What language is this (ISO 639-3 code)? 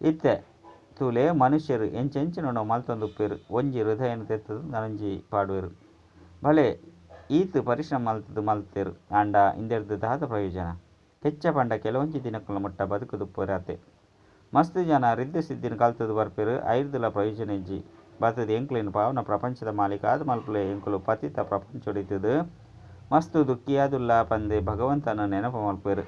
tcy